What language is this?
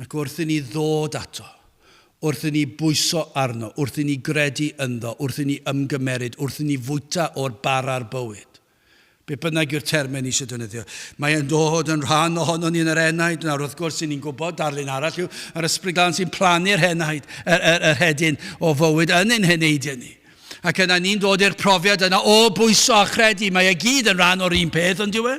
Welsh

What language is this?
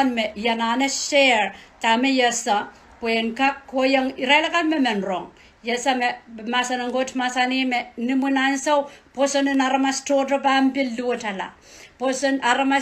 Pohnpeian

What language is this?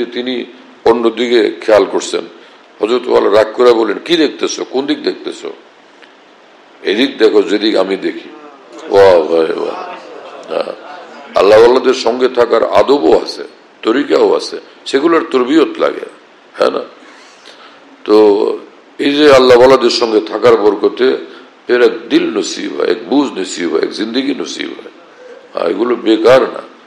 Bangla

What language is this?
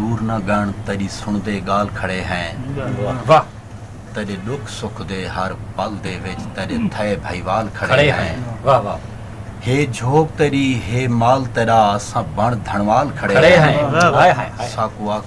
Saraiki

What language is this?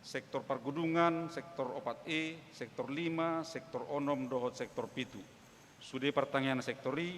Batak Toba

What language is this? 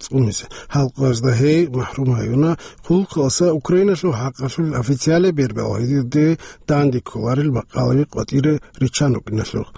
Avaric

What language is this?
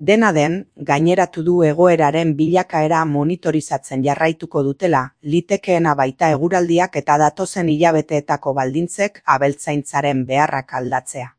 Basque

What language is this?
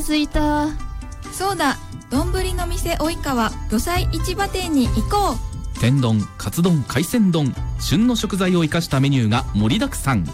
Japanese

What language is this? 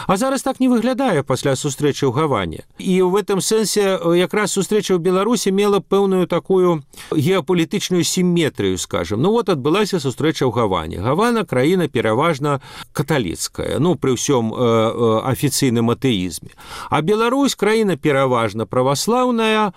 Belarusian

